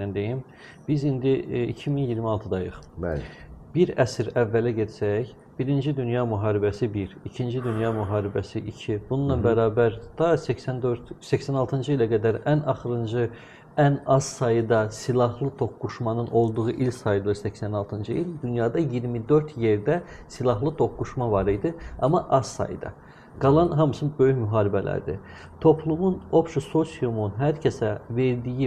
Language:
Azerbaijani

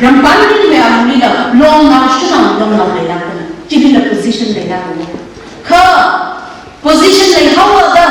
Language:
Tangkhul Naga (India)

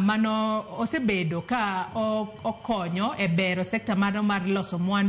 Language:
Luo (Kenya and Tanzania)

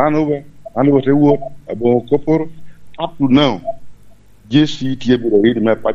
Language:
Lango (Uganda)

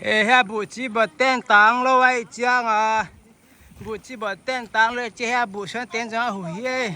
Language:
Tedim Chin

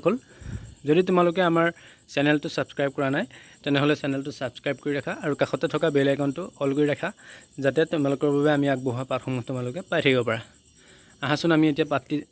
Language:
Assamese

